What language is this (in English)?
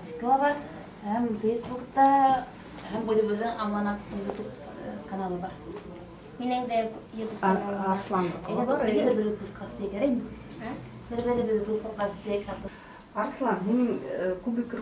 Bashkir